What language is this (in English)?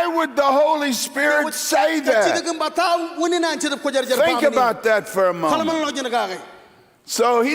Marshallese